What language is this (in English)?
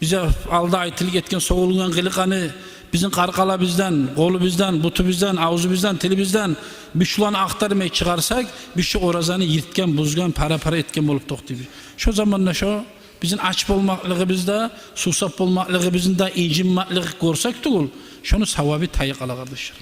Kumyk